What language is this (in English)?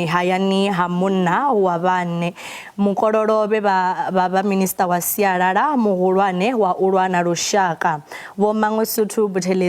Venda